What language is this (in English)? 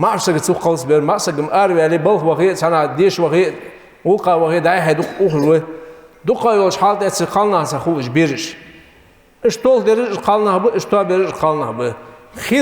Ingush